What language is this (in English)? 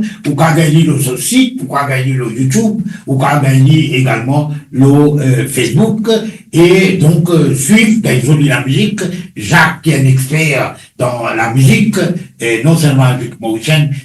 Morisyen